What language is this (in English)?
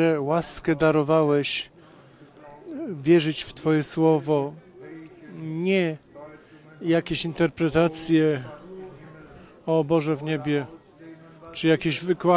Polish